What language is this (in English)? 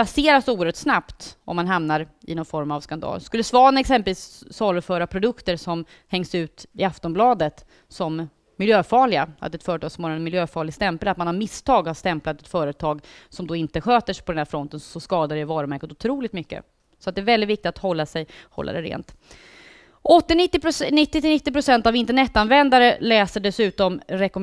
Swedish